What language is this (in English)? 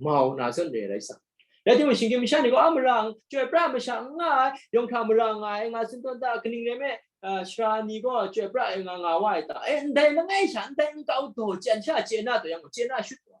Kachin